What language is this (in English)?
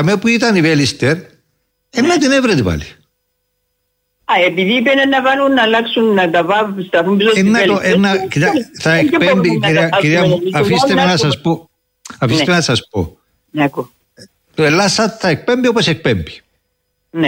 Greek